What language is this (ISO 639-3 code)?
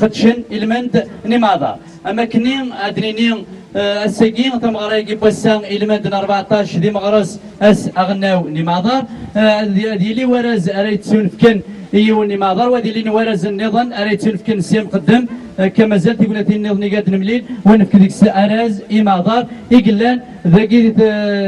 kab